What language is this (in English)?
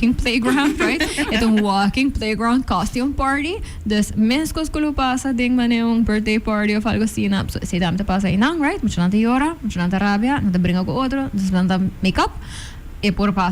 Papiamento